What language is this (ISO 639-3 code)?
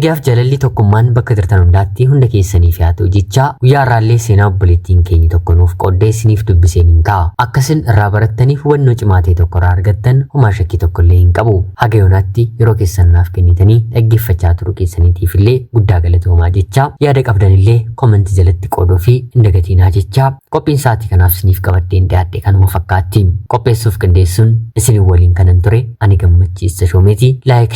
orm